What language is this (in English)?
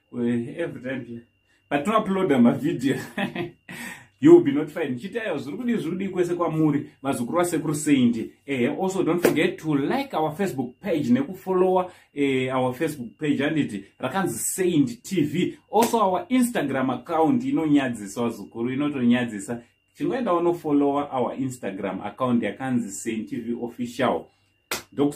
Shona